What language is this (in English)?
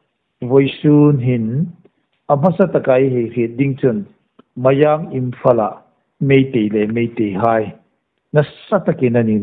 Hmar